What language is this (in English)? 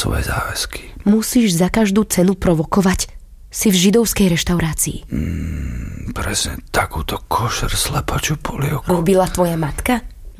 Slovak